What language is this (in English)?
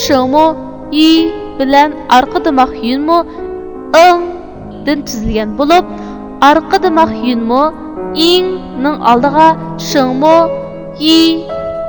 Uyghur